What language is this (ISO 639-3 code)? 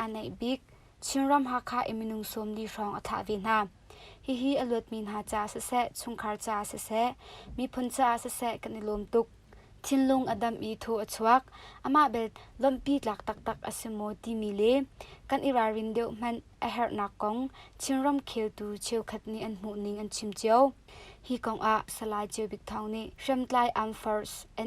cnh